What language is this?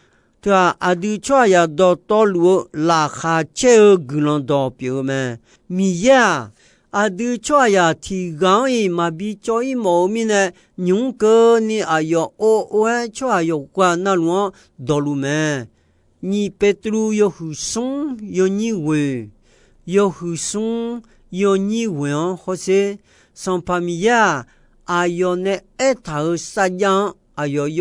Akha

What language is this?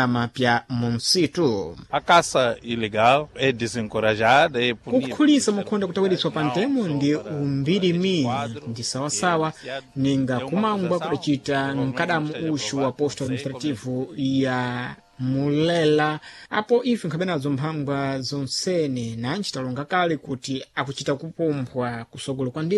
Sena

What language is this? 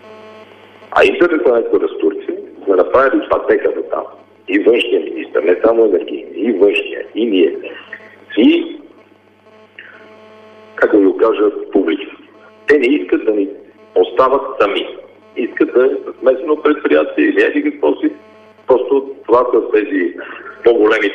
Bulgarian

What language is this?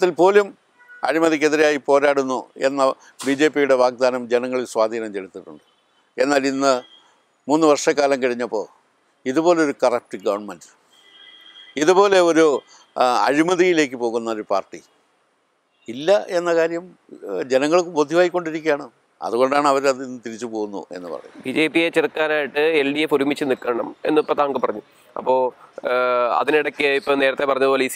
Malayalam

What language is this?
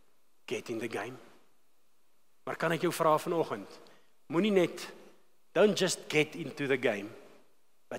Afrikaans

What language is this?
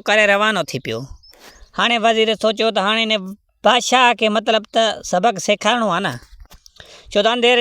Sindhi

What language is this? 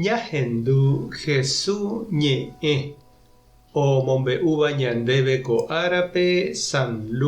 Guarani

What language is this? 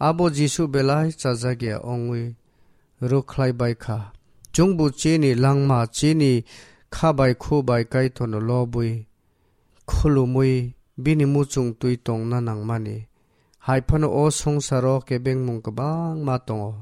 Kok Borok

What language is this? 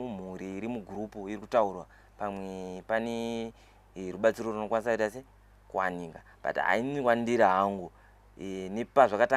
Shona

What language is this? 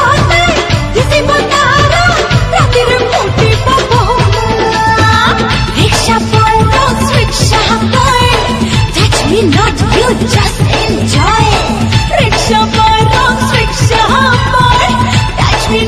Bhojpuri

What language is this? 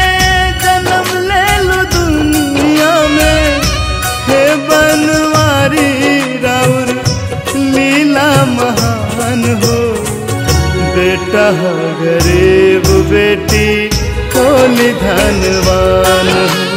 Bhojpuri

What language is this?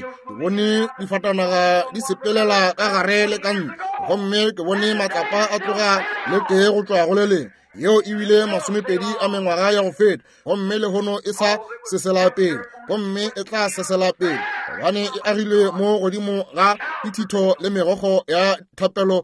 Northern Sotho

